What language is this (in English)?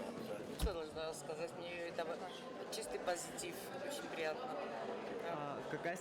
Ossetic